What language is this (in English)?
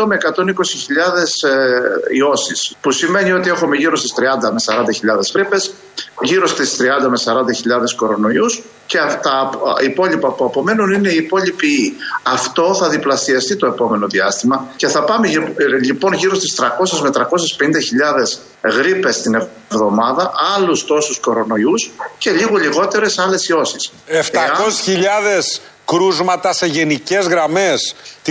Greek